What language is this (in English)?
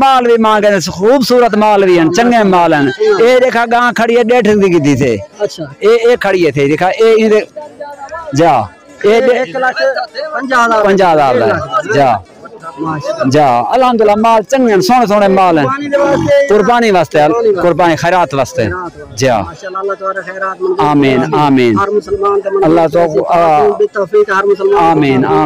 Saraiki